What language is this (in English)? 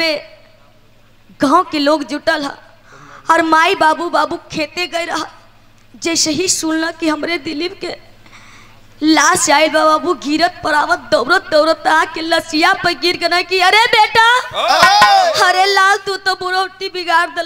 Bhojpuri